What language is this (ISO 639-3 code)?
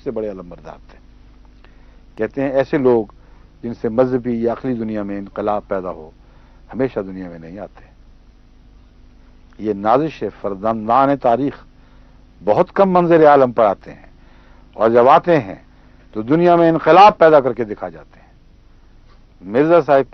urd